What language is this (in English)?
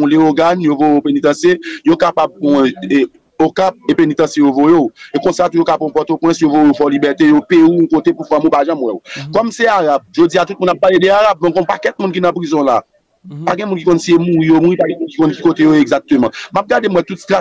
Haitian Creole